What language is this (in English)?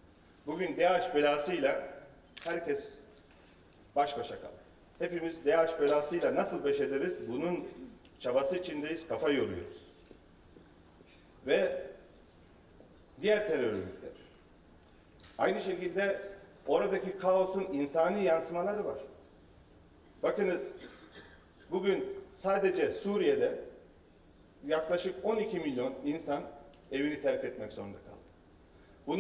Turkish